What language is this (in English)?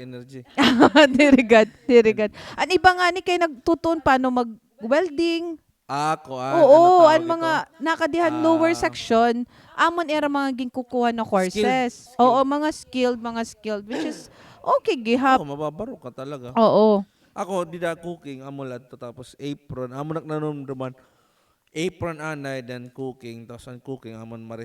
Waray